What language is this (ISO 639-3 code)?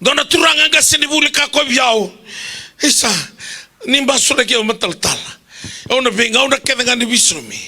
fij